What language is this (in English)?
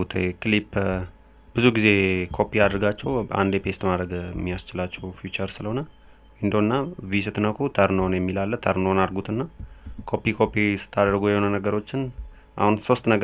Amharic